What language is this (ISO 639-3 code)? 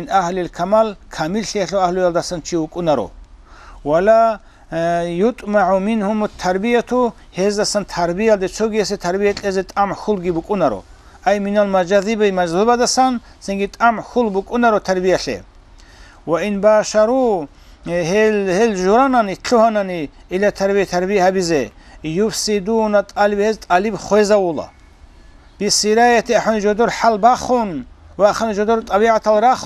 ava